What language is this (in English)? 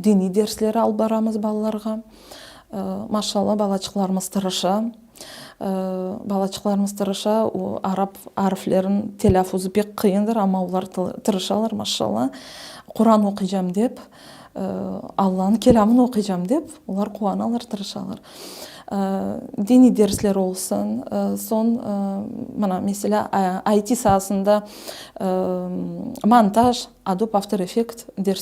Crimean Tatar